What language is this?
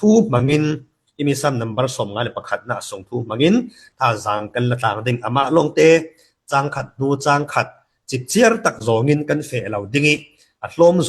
Falam Chin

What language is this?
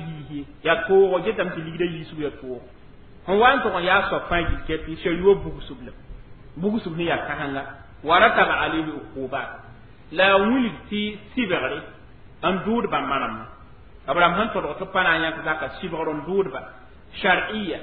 Mossi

